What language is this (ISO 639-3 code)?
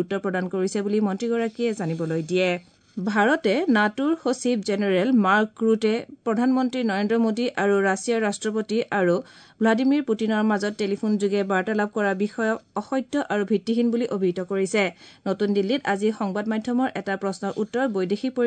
asm